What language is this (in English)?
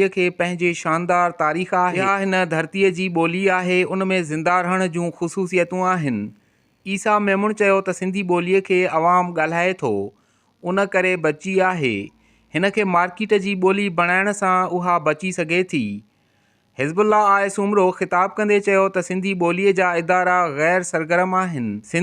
Sindhi